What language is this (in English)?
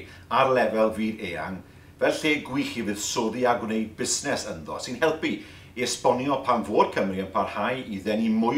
Welsh